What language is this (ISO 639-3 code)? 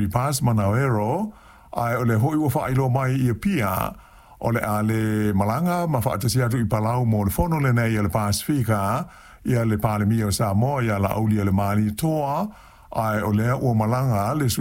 smo